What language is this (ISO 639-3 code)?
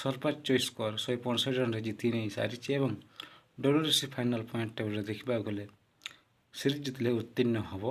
ori